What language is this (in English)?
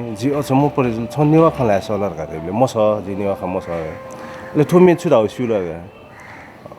Newari